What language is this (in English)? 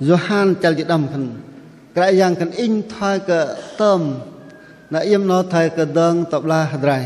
Bahnar